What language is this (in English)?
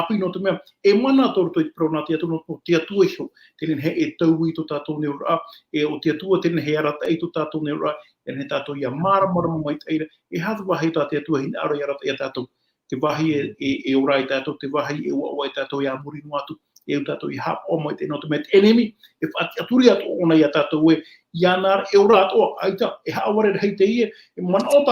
Tahitian